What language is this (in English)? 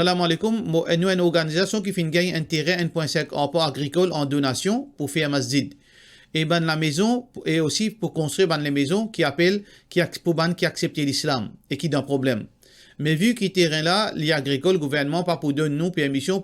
Morisyen